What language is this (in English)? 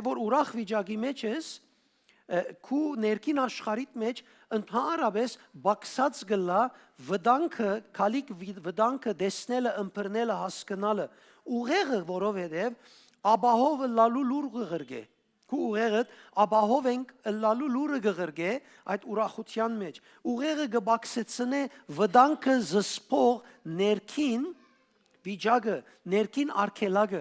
Western Armenian